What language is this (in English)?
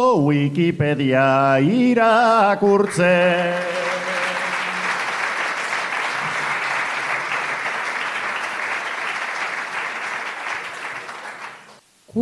Basque